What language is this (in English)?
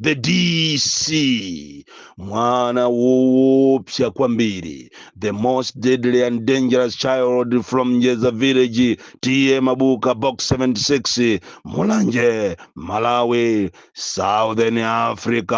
Nyanja